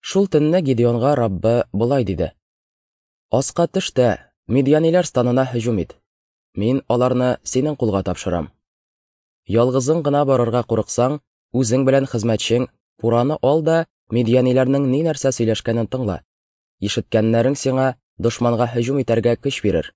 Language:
Tatar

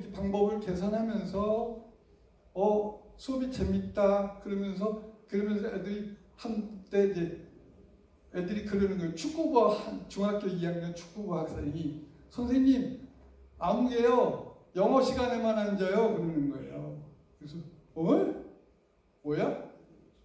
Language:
Korean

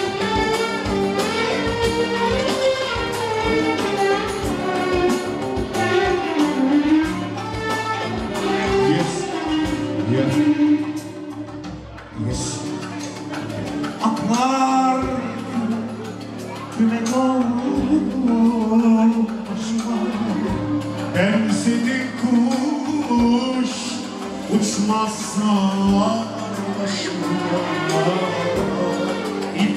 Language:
Turkish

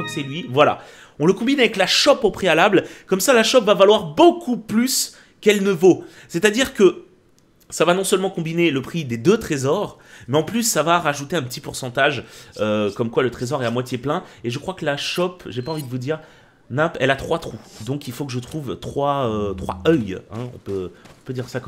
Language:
French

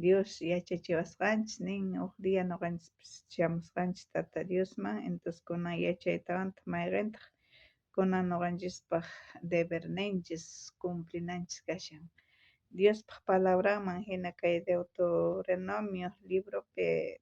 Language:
South Bolivian Quechua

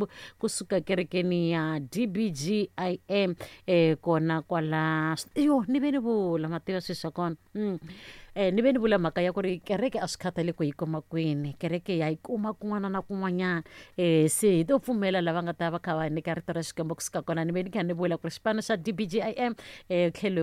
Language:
Tsonga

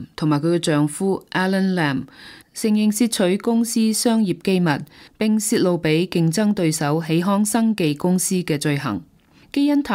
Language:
Cantonese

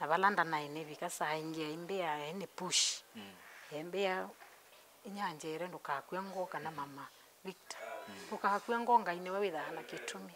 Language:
Kamba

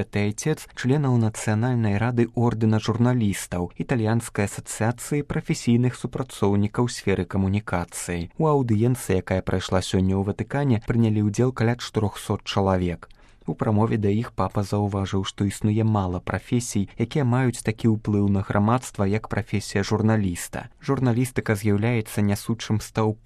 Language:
Belarusian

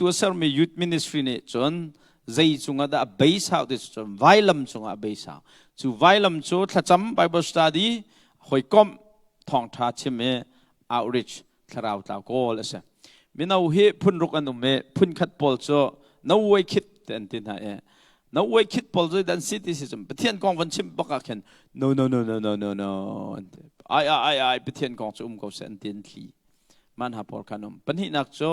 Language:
Hakha Chin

